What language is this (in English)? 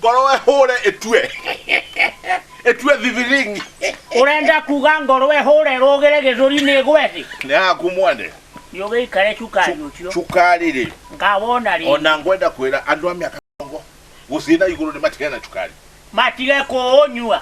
Kikuyu